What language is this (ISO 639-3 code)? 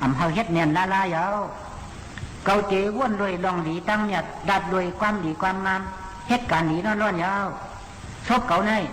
shn